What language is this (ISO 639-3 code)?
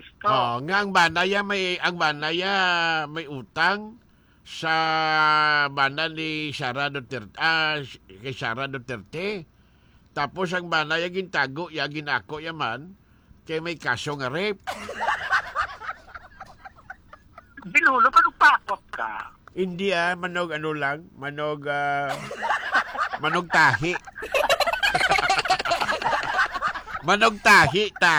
hil